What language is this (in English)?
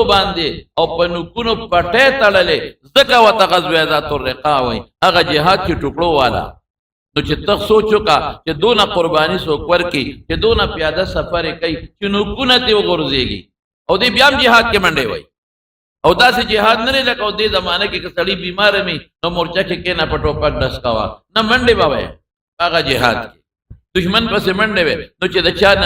Pashto